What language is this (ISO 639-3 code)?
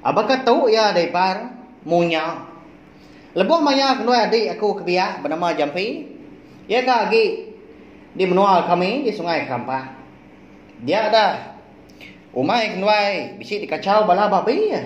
iba